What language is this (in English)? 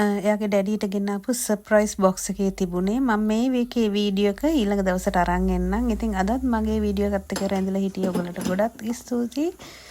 Sinhala